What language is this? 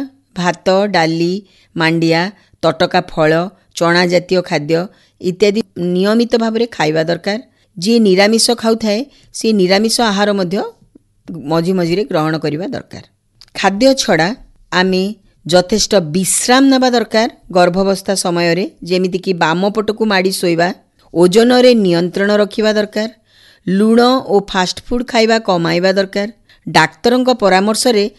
Odia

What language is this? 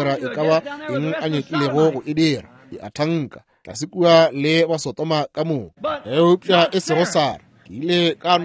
Northern Sotho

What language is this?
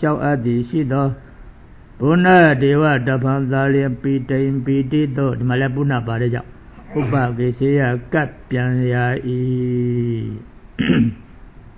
Burmese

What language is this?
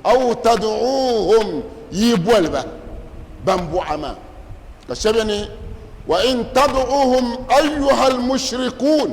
Dagbani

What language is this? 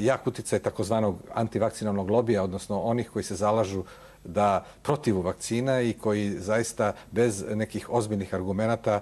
Serbian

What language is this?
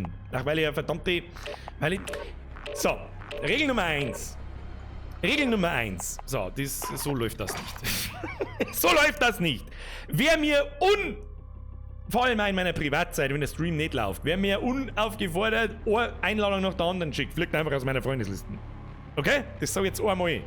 Bavarian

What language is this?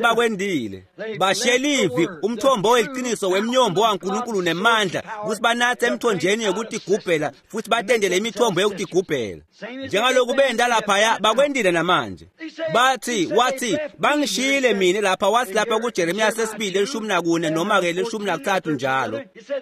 Swati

